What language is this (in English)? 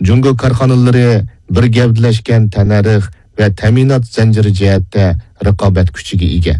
Uyghur